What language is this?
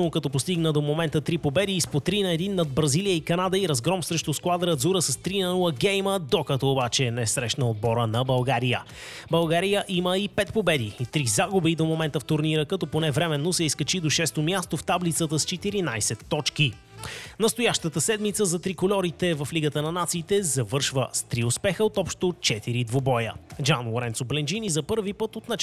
Bulgarian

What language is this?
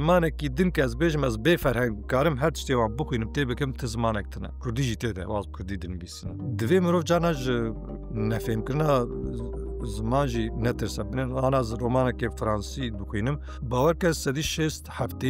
Kurdish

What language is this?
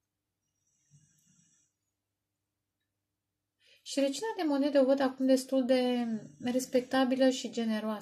Romanian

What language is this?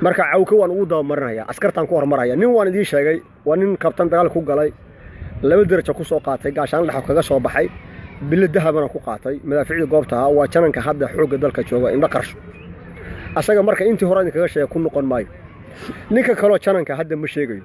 Somali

